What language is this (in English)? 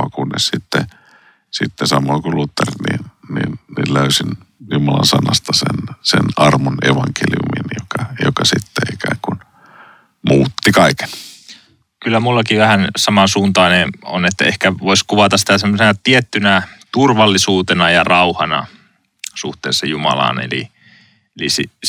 Finnish